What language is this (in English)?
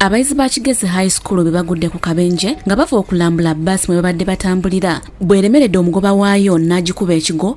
Ganda